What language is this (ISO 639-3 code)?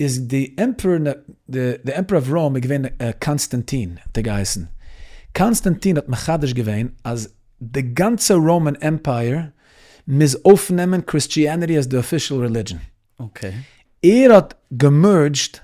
yid